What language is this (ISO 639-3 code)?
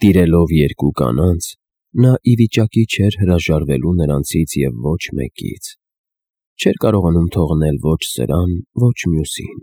hye